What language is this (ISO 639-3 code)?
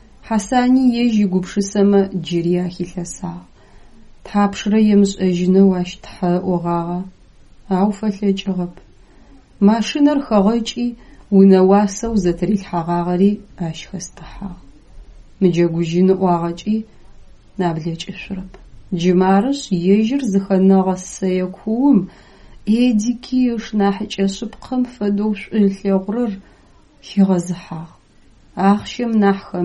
ady